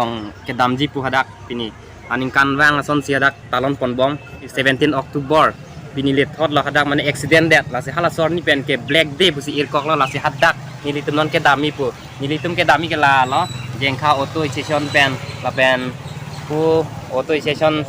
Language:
Karbi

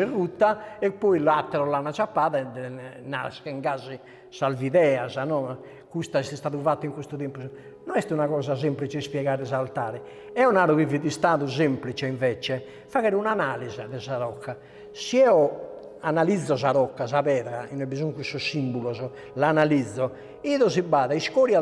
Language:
Sardinian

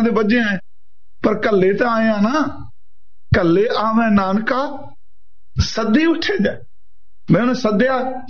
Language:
Punjabi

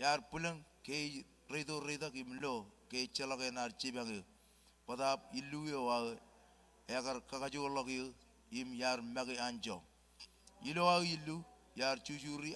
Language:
Marshallese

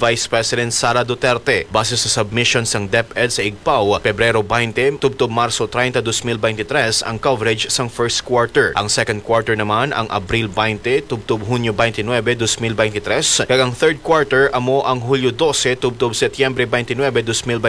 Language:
Hiligaynon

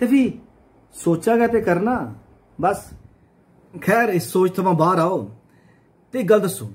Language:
Dogri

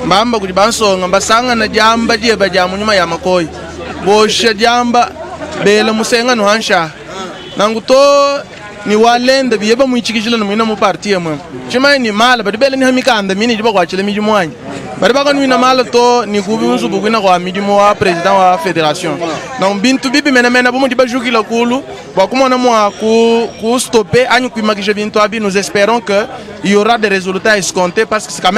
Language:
Luba-Lulua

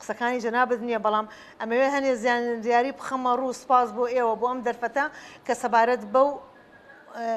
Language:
Central Kurdish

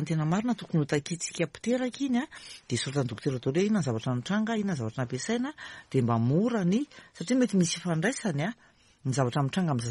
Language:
Malagasy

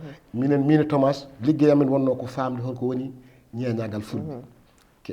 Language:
Fula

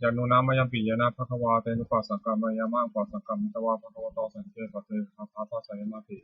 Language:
Pali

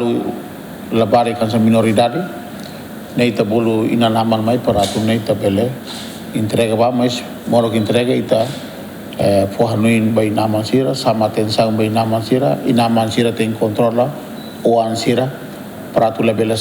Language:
Tetum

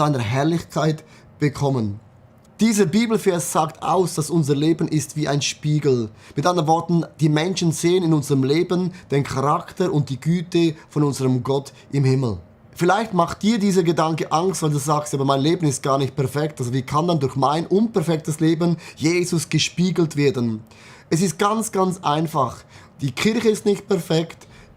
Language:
Swiss German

